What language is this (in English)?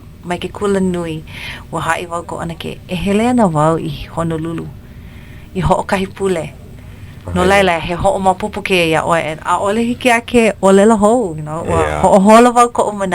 Hawaiian